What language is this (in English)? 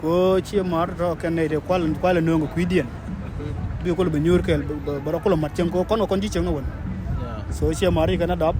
Nuer